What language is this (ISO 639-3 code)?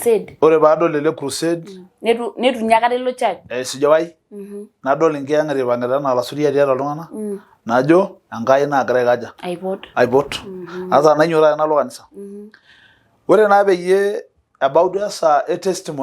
mas